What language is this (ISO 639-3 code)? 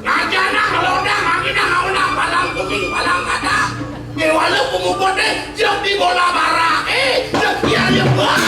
ban